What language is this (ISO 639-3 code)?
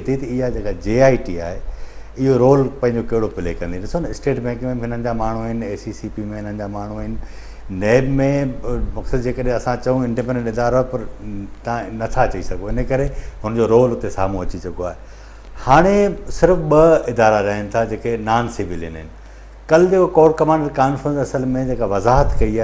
snd